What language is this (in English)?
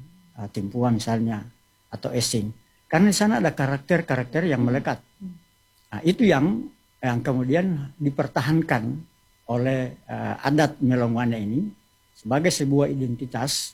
Indonesian